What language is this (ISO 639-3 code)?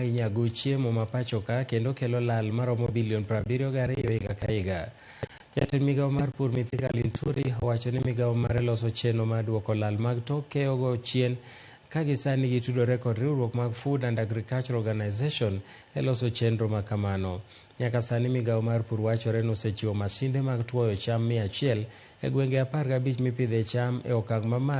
luo